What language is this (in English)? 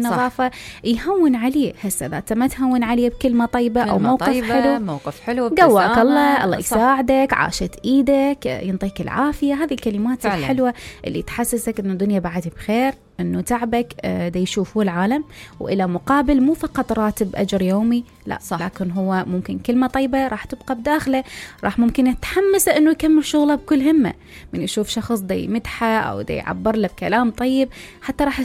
Mesopotamian Arabic